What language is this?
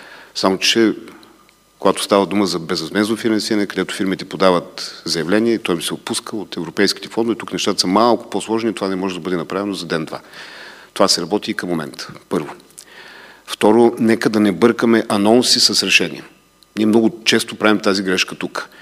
Bulgarian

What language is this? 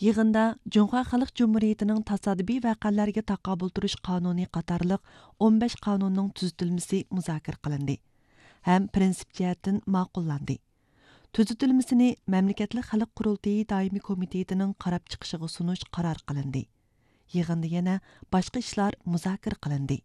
Uyghur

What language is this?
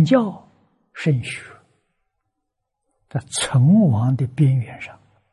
Chinese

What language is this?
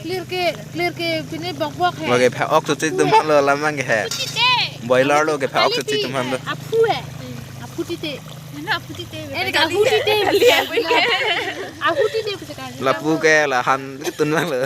Karbi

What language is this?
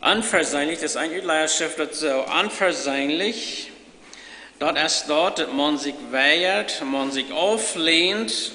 Plautdietsch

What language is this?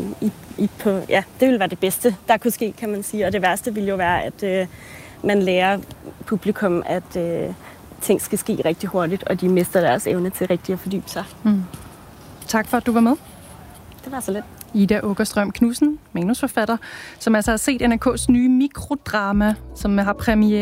Danish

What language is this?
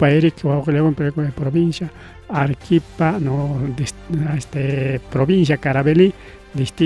Ayacucho Quechua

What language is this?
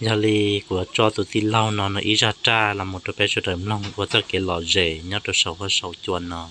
Hmong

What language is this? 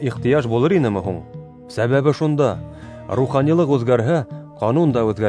Bashkir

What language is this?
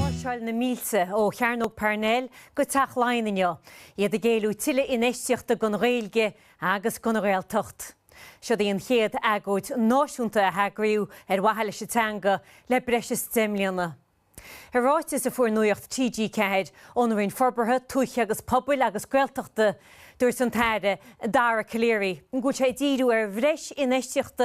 Irish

